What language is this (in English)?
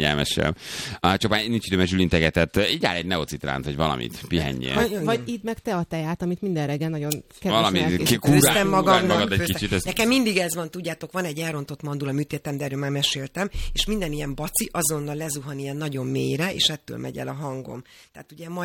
Hungarian